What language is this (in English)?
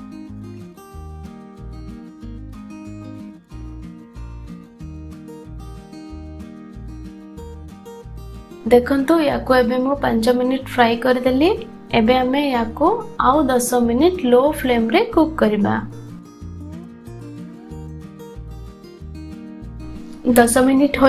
Odia